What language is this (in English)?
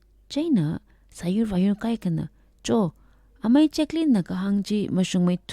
Tangkhul Naga (India)